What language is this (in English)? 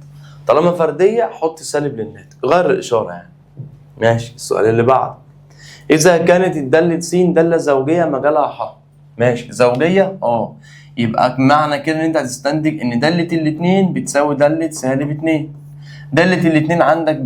Egyptian Arabic